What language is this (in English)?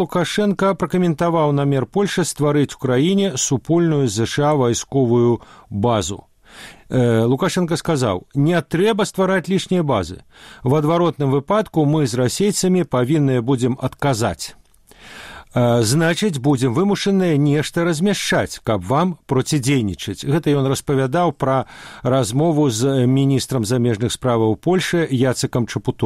Belarusian